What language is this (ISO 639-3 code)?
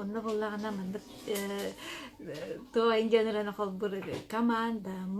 sah